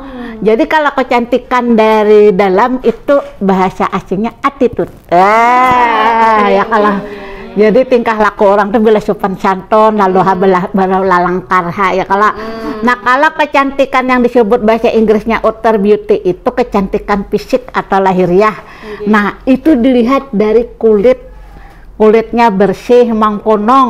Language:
Banjar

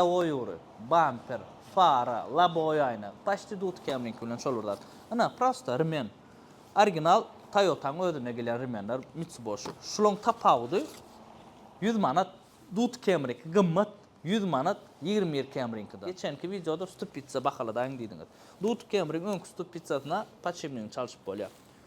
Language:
Turkmen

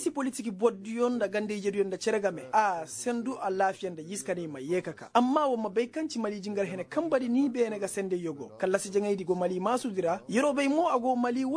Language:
Koyraboro Senni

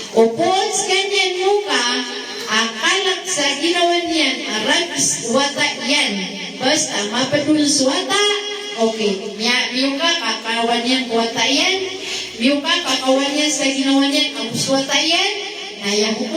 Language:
Maranao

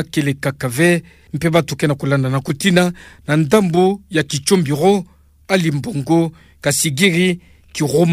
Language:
Kituba (Democratic Republic of Congo)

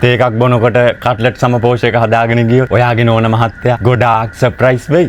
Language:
Sinhala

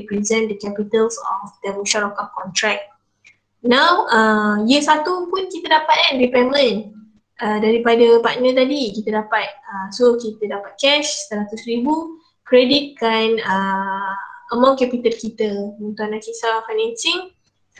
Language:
Malay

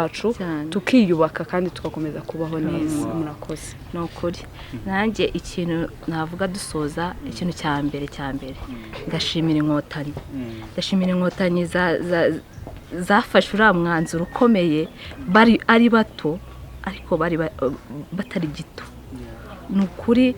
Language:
Kinyarwanda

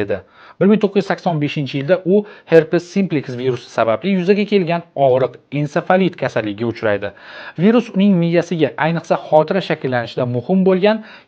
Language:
Uzbek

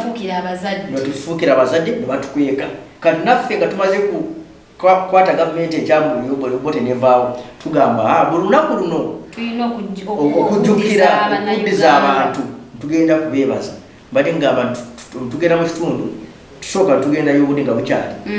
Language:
Ganda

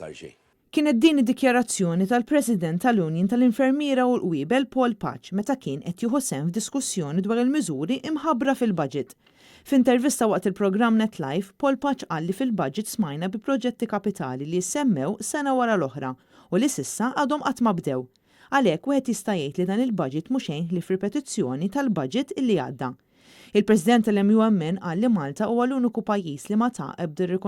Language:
Maltese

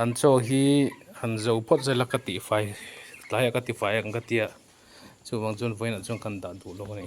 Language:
Mizo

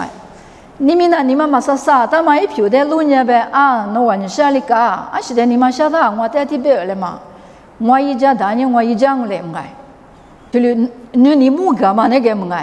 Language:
Lisu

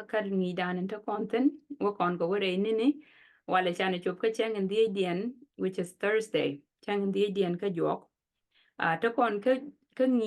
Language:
Nuer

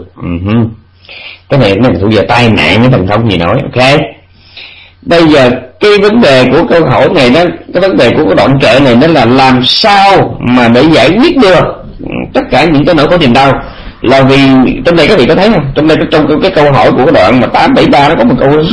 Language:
Vietnamese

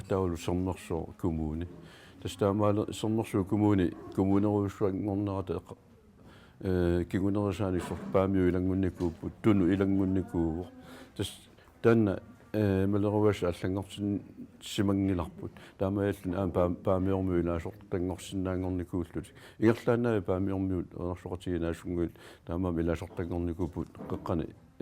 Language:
Kalaallisut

